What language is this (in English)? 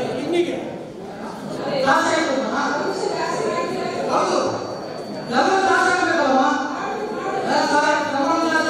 Kannada